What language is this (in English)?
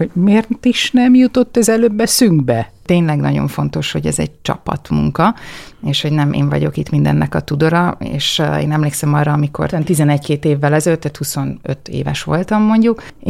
Hungarian